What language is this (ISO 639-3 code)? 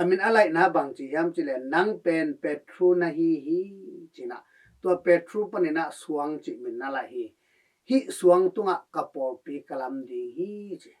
ctd